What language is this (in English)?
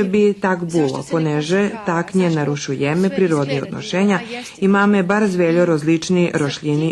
Rusyn